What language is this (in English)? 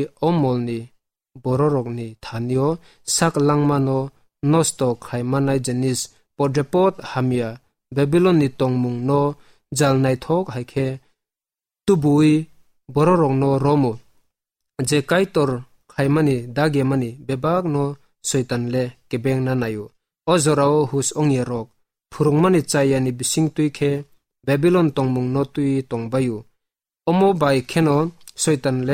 Kok Borok